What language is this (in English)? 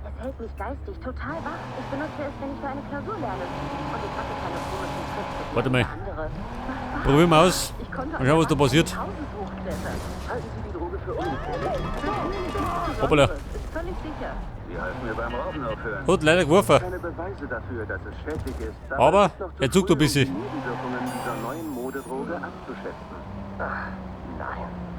Bavarian